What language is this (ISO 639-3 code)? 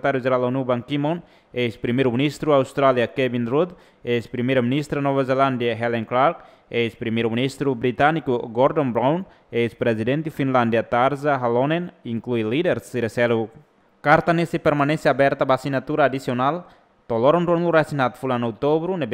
tet